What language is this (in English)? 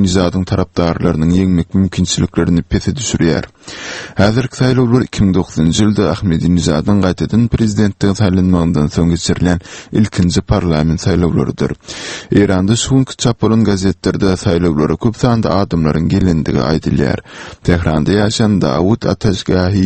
Turkmen